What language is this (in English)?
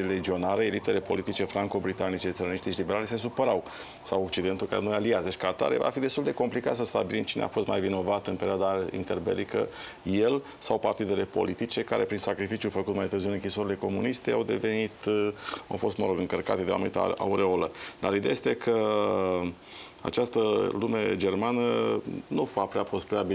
Romanian